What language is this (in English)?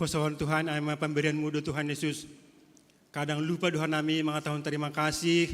Batak Simalungun